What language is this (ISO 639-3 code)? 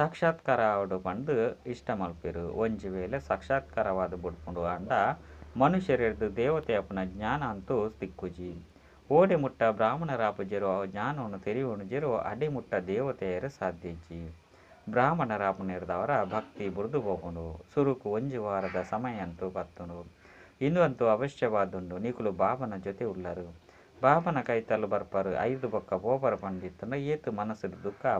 tcy